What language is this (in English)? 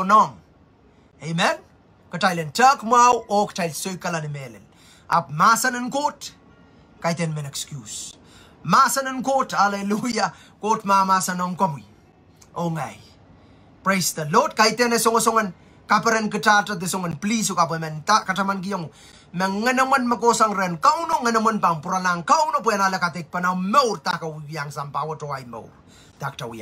Pohnpeian